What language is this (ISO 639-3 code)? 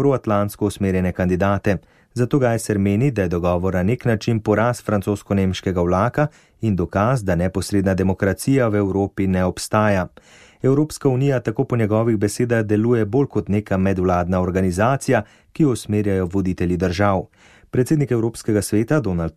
slv